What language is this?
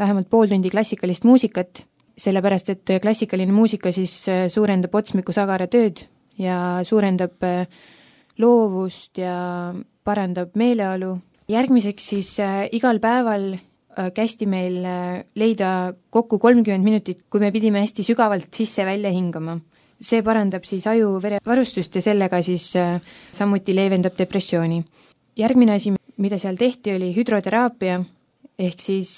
Estonian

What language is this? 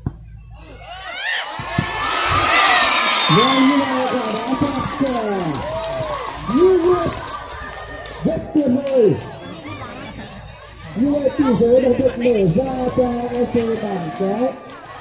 Vietnamese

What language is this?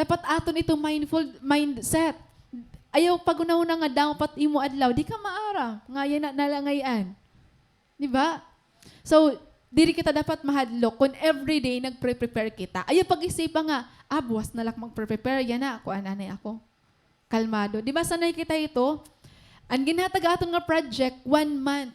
Waray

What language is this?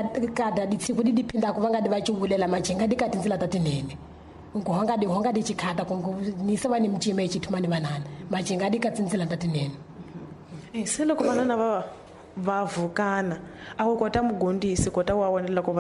Tsonga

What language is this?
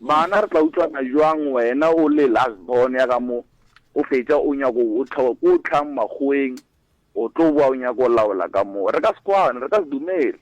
Northern Sotho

